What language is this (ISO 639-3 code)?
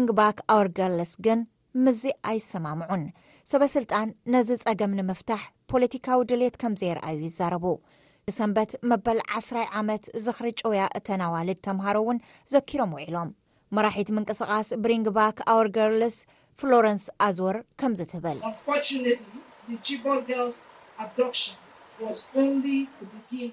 tir